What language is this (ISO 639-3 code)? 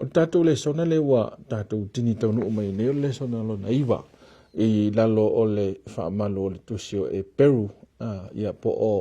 smo